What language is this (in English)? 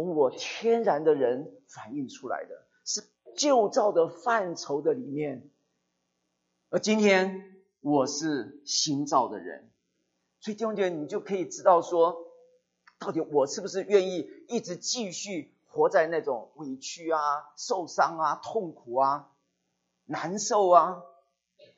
Chinese